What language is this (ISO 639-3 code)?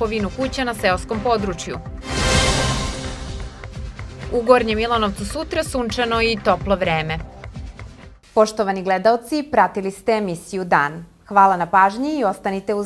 srp